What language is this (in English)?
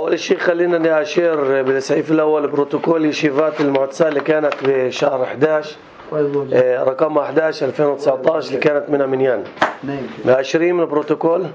North Levantine Arabic